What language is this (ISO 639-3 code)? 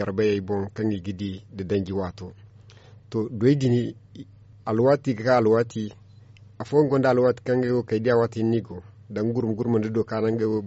dje